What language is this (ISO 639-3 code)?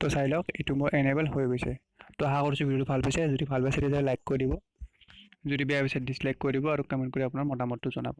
asm